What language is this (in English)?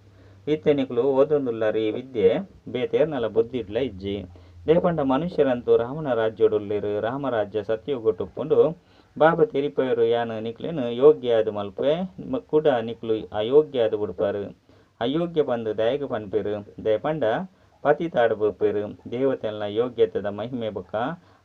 Tulu